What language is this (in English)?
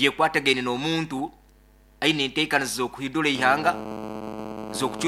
Nyoro